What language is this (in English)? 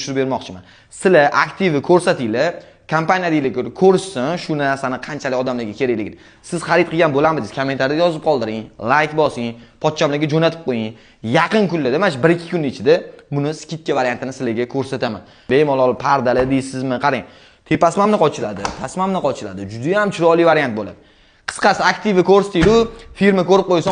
Uzbek